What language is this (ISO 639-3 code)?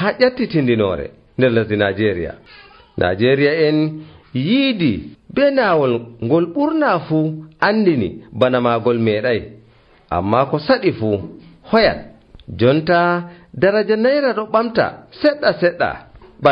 fuv